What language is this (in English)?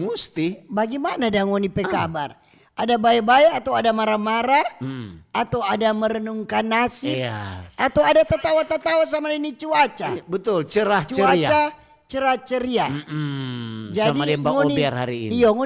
Manado Malay